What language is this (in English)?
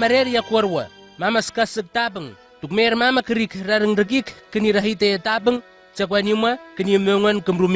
Southwest Tanna